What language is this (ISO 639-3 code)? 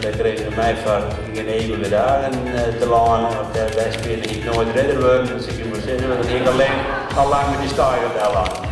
fry